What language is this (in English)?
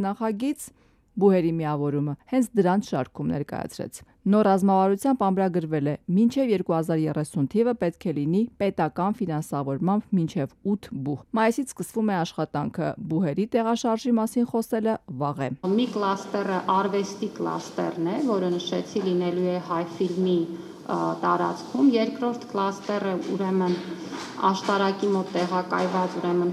Armenian